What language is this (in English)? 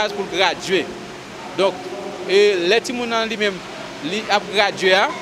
Haitian Creole